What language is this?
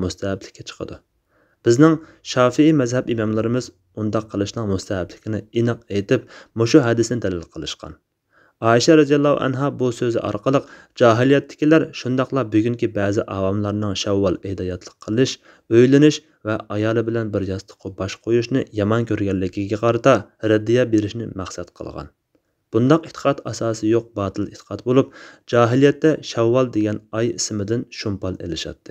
Uyghur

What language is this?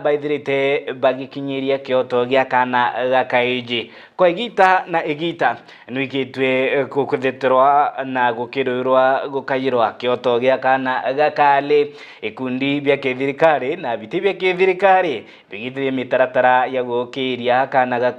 Meru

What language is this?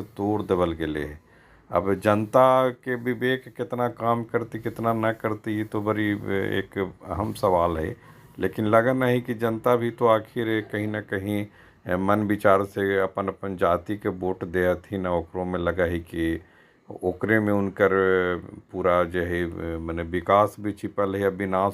Magahi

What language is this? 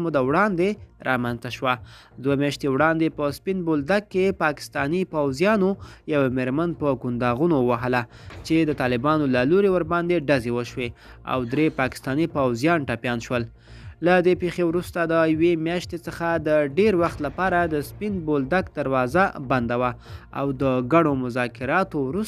Pashto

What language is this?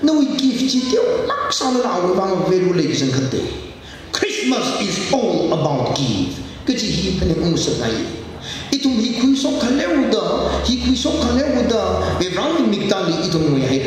Tangkhul Naga (India)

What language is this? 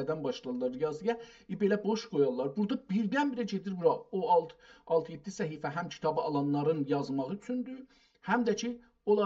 South Azerbaijani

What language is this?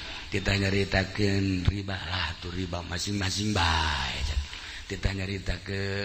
Sundanese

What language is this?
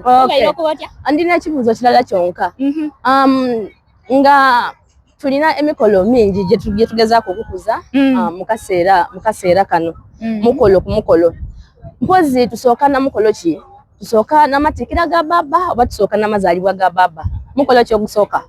Soga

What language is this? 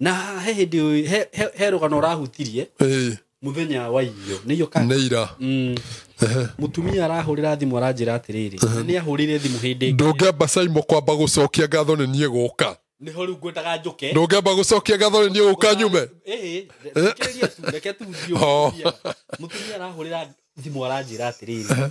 Kikuyu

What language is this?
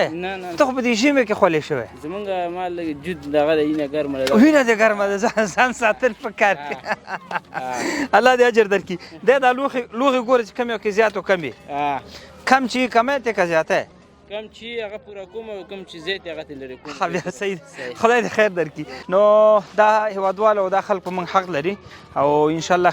Pashto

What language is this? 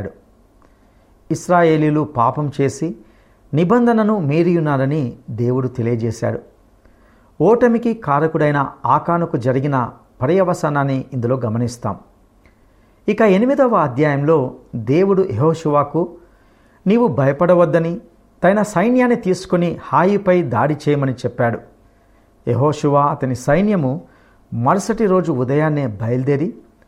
Telugu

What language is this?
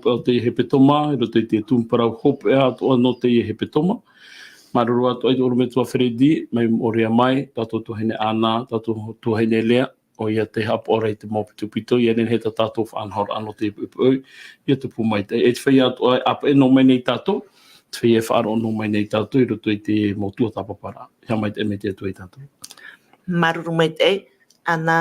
Tahitian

